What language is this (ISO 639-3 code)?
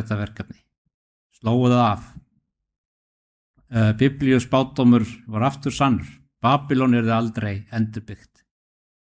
isl